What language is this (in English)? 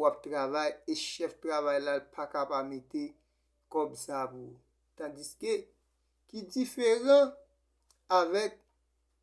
Haitian Creole